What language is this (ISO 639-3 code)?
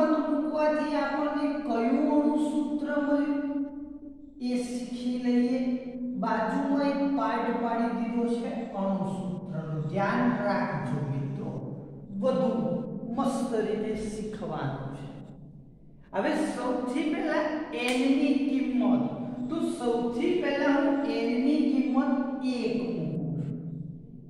guj